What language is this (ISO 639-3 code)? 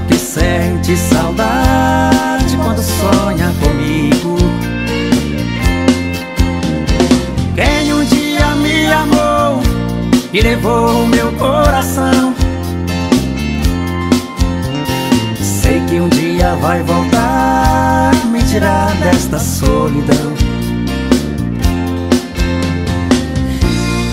por